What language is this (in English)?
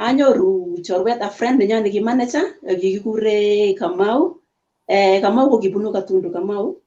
Kalenjin